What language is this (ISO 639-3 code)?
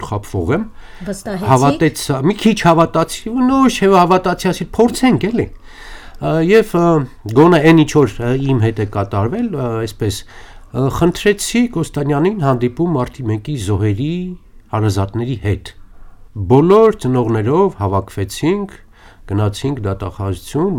hye